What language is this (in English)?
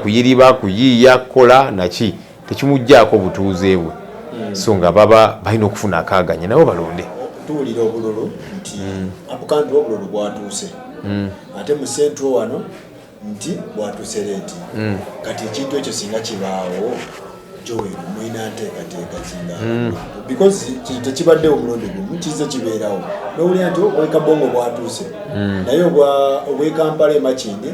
Ganda